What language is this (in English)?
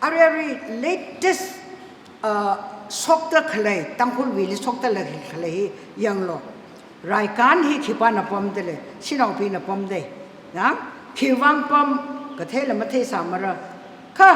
Tangkhul Naga (India)